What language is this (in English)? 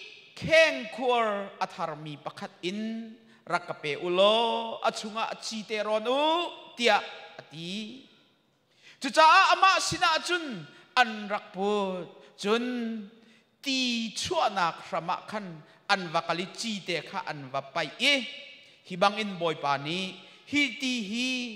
Hakha Chin